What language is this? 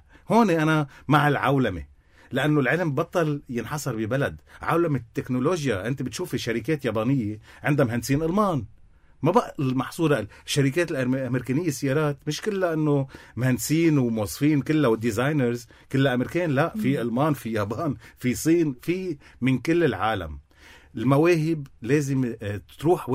North Levantine Arabic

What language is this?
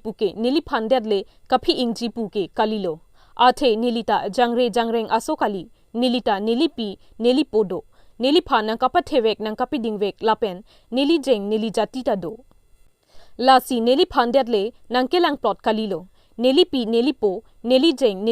Karbi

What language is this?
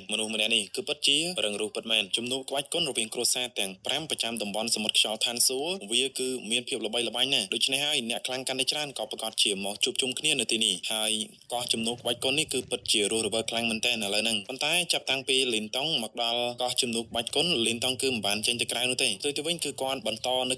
Khmer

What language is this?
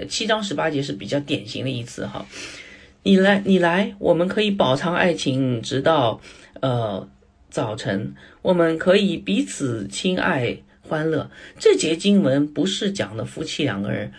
Chinese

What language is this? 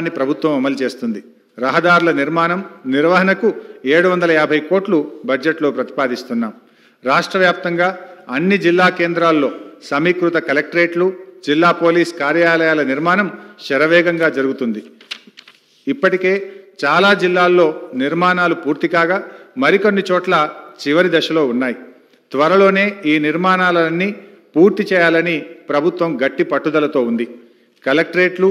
Telugu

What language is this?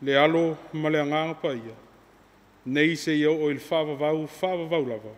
Samoan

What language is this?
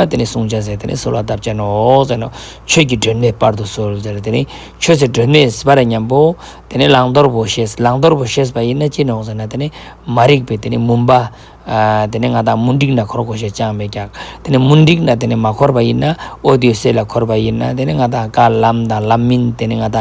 Ladakhi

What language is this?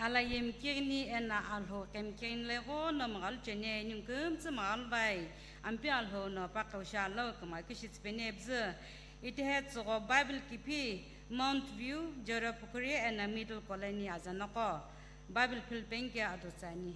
Sumi Naga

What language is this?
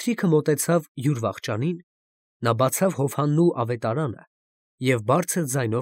Armenian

